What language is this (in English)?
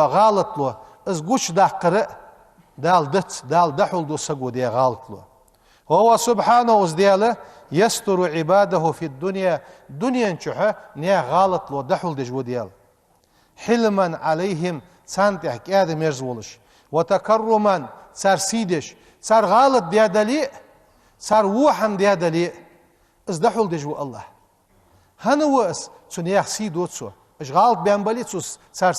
Ingush